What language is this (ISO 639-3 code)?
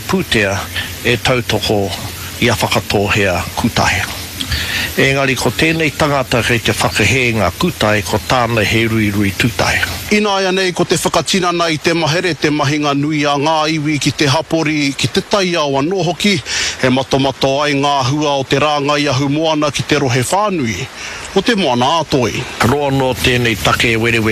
mri